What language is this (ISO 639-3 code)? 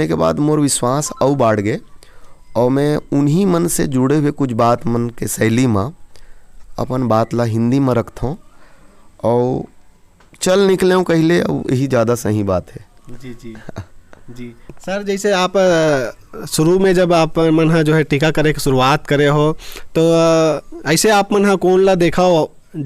hne